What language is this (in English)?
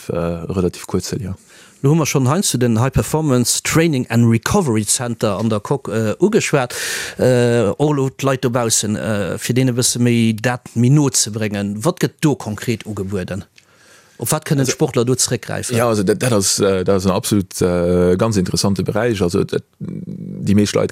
Luxembourgish